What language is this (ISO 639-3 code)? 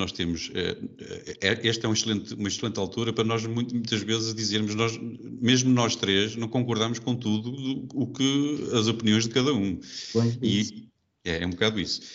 por